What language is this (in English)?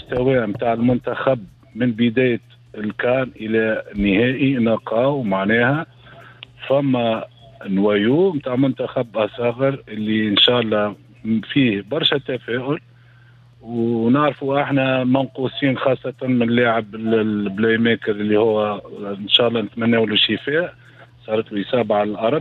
Tunisian Arabic